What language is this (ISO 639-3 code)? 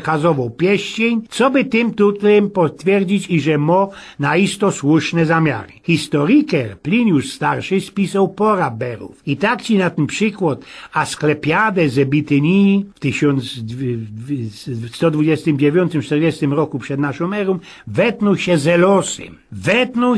szl